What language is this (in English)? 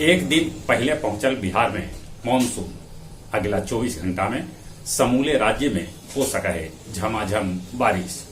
Magahi